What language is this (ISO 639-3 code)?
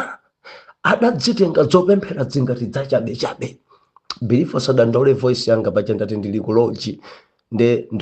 nya